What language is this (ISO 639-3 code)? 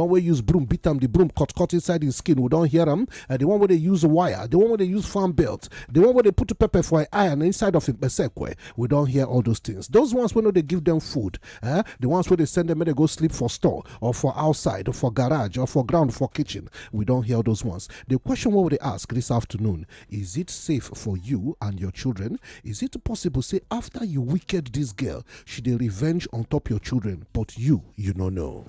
pcm